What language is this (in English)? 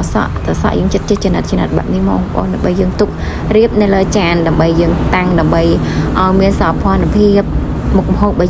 Khmer